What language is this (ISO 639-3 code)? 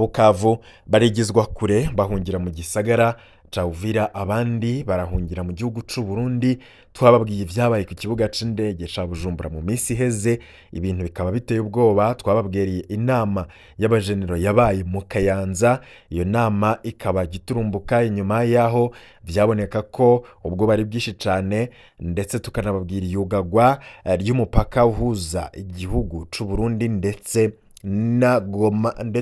run